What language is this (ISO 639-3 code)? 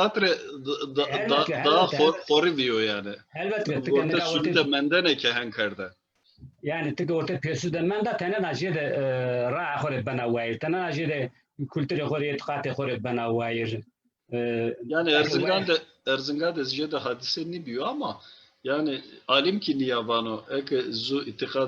zza